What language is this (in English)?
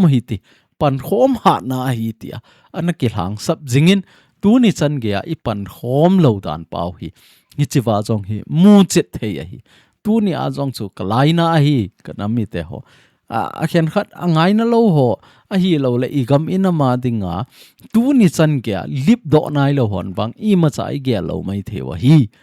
Thado Chin